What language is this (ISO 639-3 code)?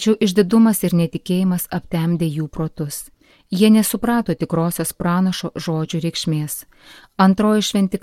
lit